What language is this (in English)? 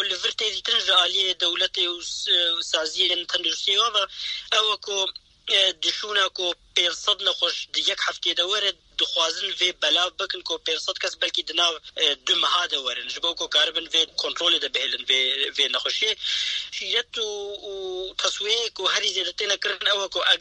Kurdish